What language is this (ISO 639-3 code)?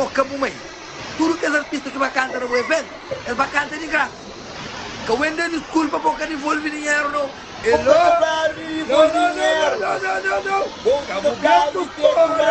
kea